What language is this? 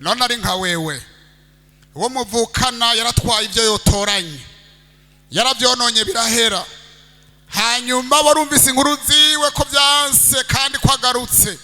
Rundi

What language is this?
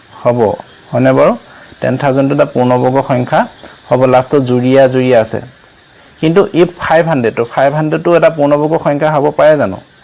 Assamese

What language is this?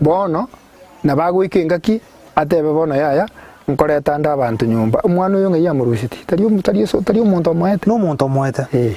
Gusii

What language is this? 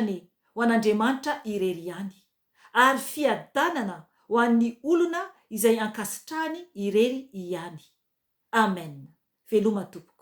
Malagasy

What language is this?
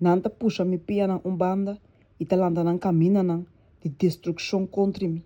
Papiamento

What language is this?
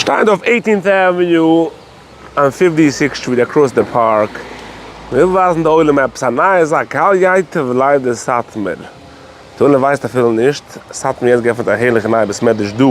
Yiddish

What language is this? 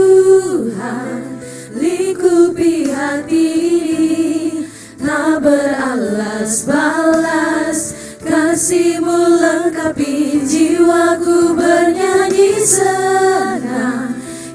Ambonese Malay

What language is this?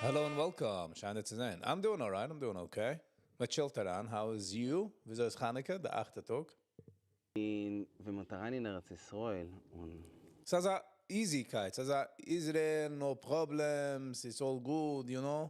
Yiddish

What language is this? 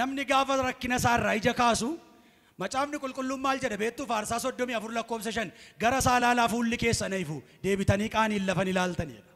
Oromo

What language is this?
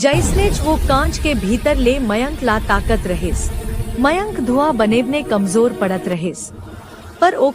Chhattisgarhi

